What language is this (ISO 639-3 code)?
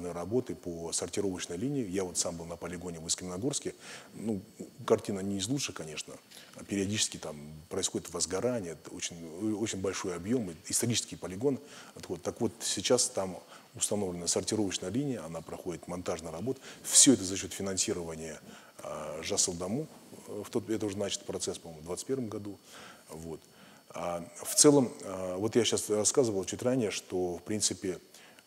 rus